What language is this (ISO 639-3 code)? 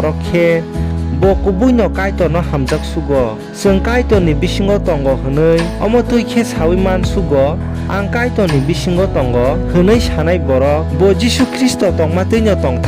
trp